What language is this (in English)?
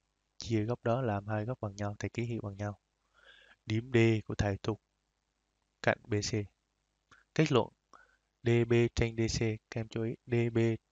Vietnamese